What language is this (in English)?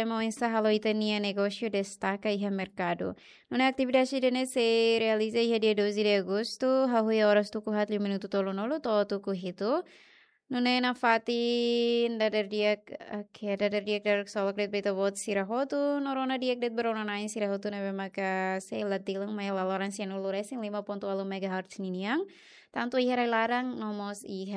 Tetum